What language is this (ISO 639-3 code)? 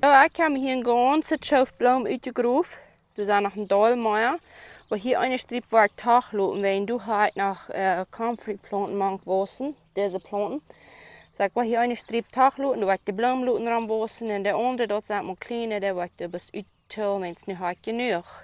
pdt